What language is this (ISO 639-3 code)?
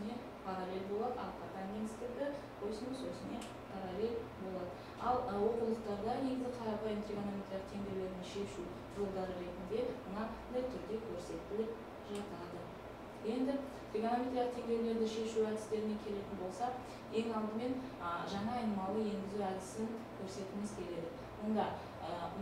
kaz